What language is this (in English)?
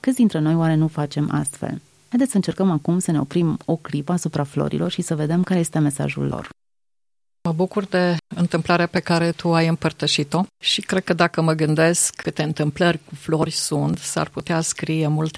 Romanian